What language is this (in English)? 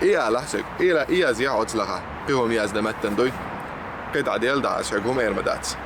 Chechen